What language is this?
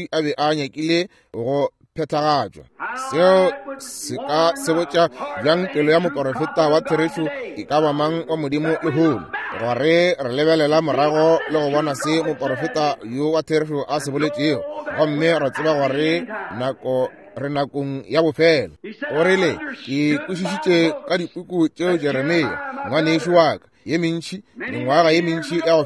Northern Sotho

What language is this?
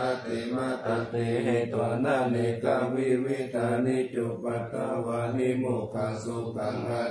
Pali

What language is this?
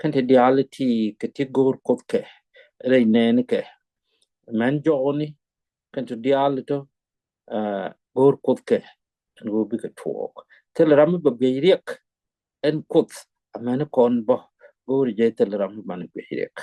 Nuer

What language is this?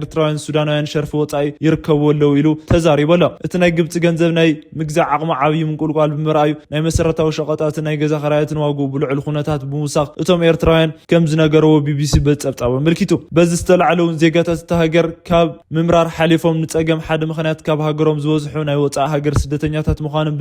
Tigrinya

